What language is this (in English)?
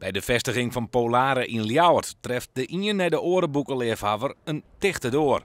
Western Frisian